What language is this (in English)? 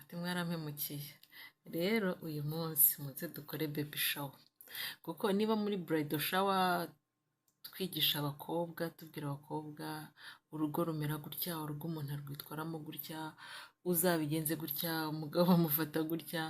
Kinyarwanda